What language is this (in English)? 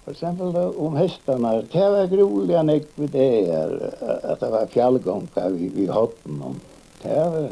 Faroese